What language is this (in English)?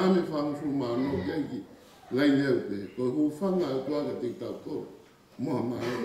Tongan